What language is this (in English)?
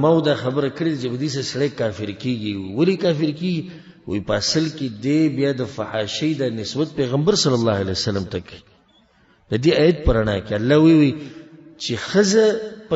Pashto